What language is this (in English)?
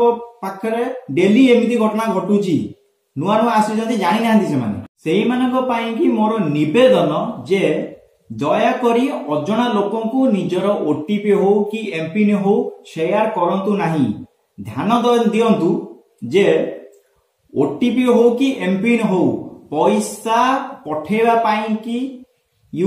Odia